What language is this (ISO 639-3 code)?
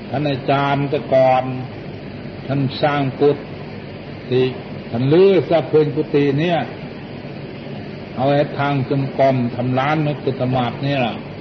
tha